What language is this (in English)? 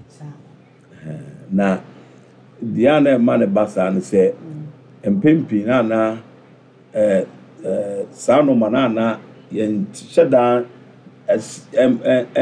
Akan